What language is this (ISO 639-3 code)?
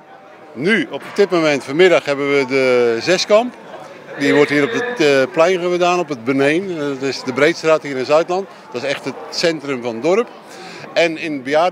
nld